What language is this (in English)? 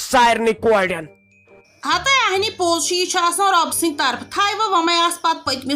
Kashmiri